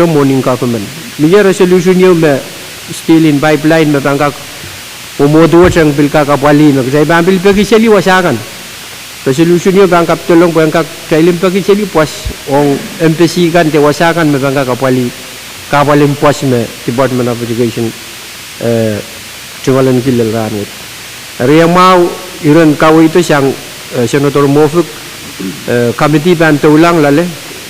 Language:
Pohnpeian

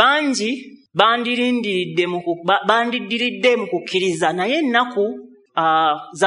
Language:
Ganda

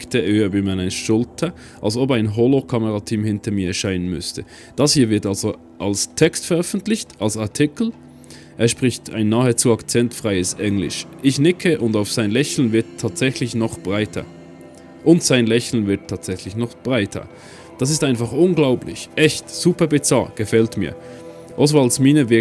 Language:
Swiss German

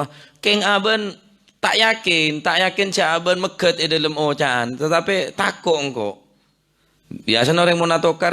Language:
Madurese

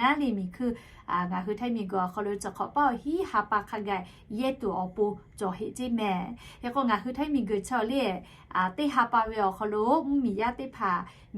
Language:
Lahu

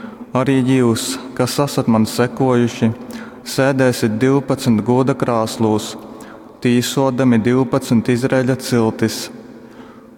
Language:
Latgalian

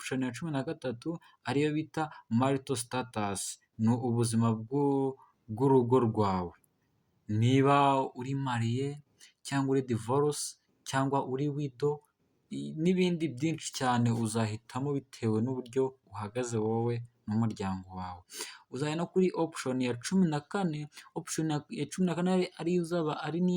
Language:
Kinyarwanda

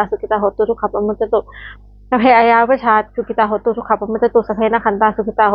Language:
Pali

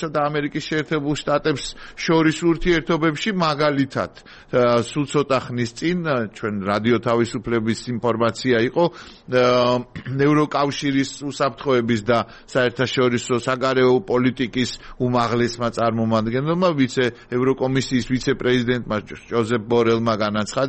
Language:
Georgian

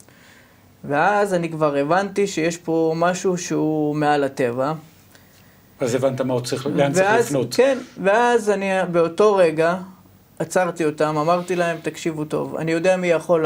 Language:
Hebrew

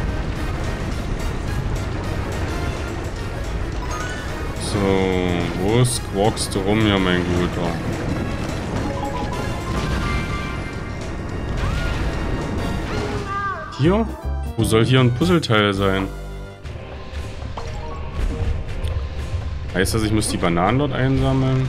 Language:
German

